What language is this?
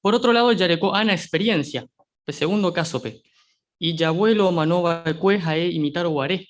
Guarani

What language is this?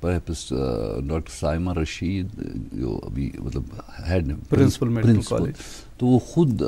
Kashmiri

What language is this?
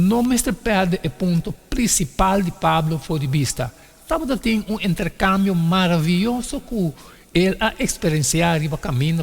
Papiamento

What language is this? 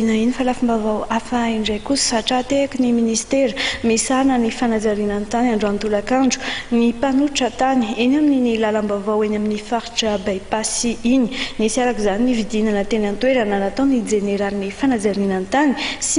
Malagasy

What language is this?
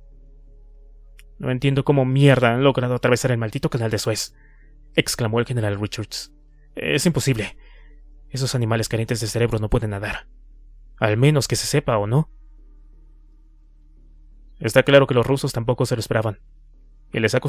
Spanish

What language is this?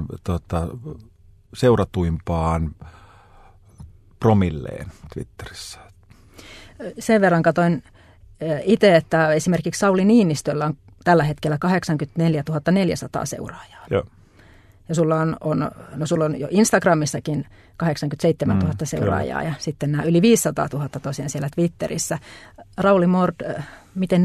Finnish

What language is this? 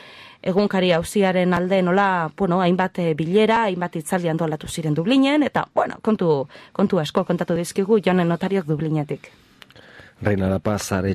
Basque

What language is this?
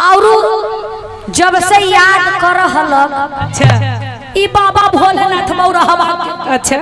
Magahi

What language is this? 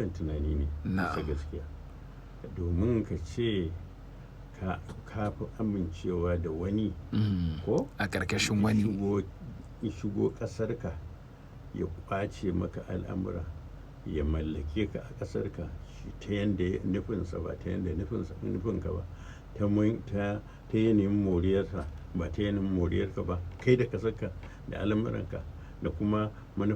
Hausa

